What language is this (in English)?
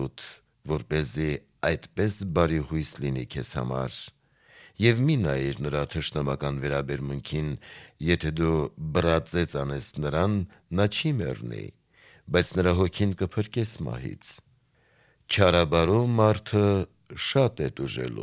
Armenian